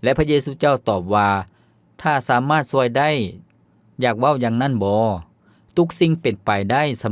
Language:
Lao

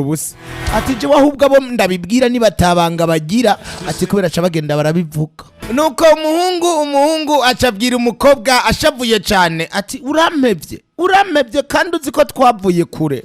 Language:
Rundi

